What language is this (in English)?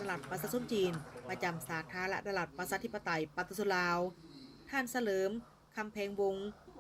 Lao